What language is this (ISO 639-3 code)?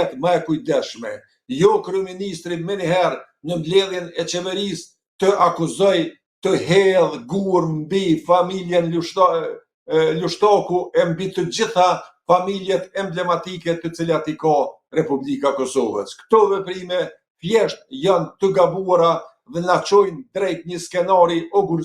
sqi